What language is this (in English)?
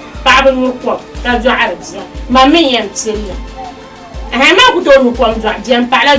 Dagbani